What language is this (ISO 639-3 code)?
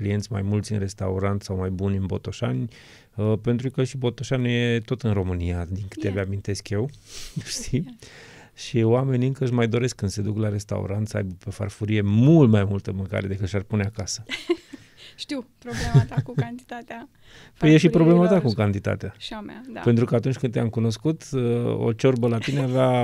ron